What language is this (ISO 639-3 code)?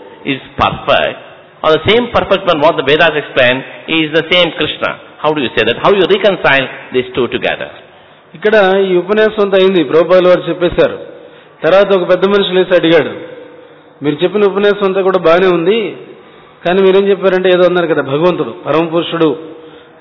tel